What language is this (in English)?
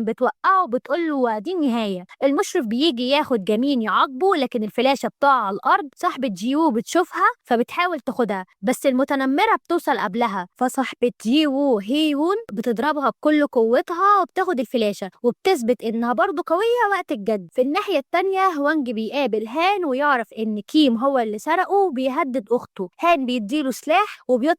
Egyptian Arabic